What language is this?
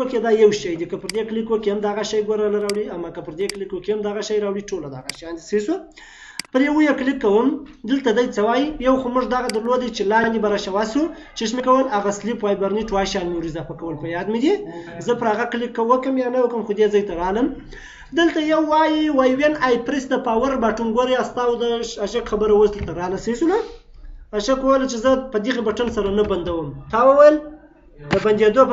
Pashto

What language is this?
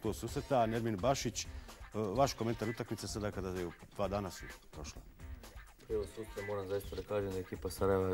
Bosnian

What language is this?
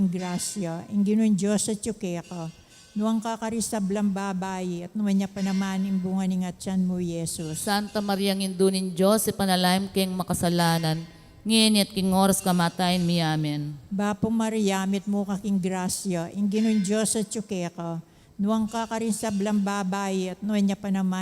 Pampanga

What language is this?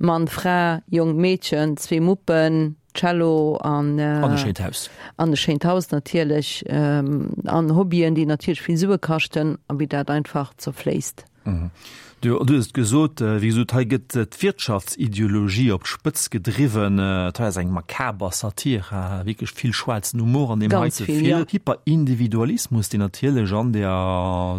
Luxembourgish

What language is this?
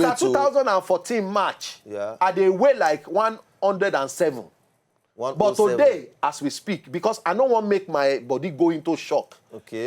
Nigerian Pidgin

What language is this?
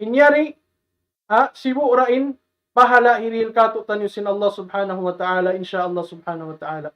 Tausug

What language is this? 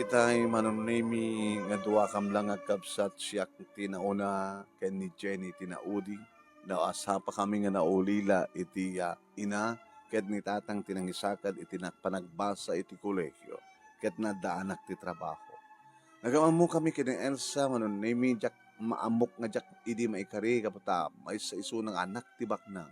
Iloko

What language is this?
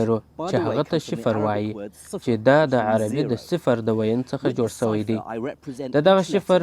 Pashto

